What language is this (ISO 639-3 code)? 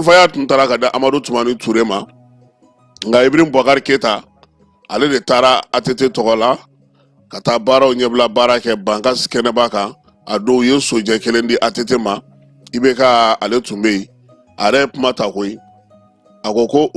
bam